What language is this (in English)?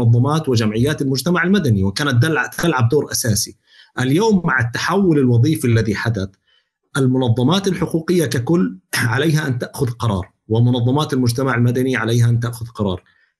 North Levantine Arabic